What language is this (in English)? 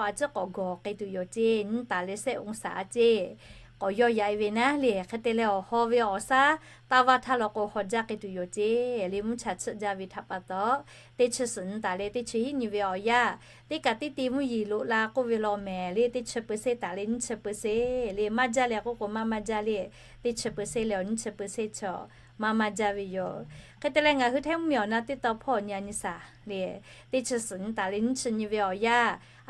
Lahu